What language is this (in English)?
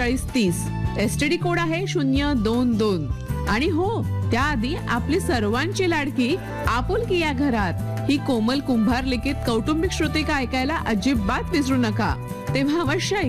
Marathi